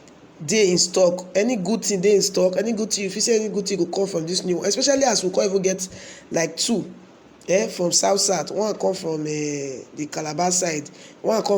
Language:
Nigerian Pidgin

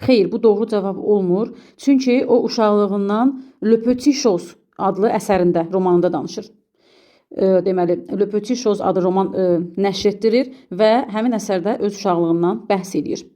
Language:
Azerbaijani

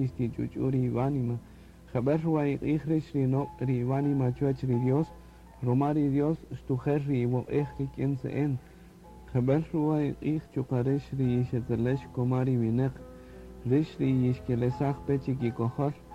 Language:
Kaqchikel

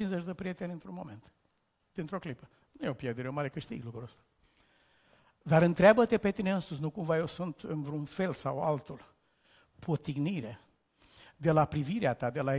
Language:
Romanian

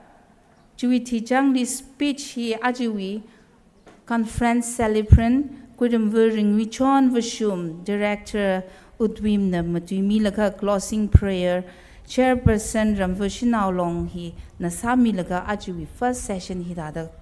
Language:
Tangkhul Naga (India)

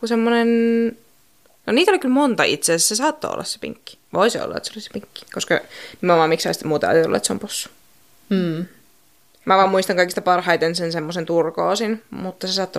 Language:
Finnish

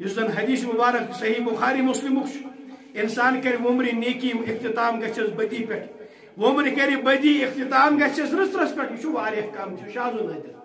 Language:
Kashmiri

